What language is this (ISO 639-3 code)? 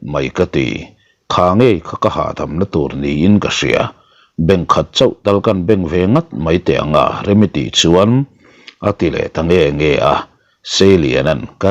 lus